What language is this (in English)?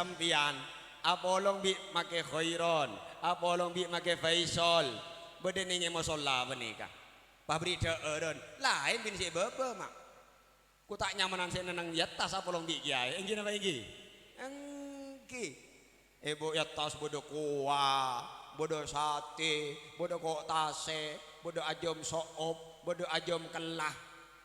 Madurese